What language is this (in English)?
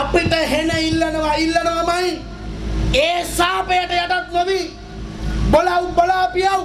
Sinhala